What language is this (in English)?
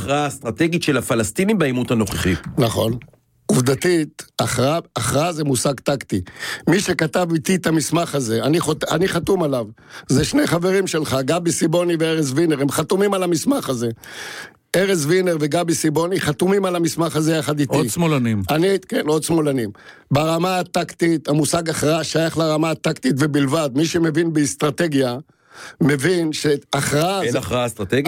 Hebrew